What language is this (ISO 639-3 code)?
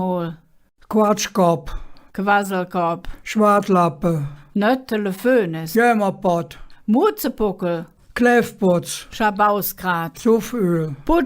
ksh